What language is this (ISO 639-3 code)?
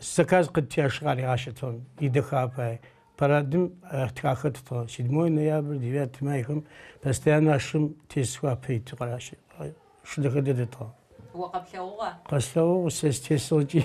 ady